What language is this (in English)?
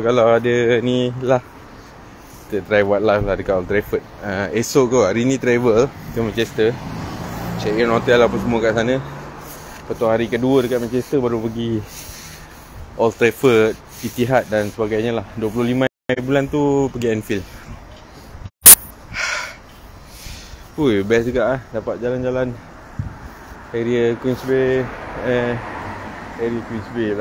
Malay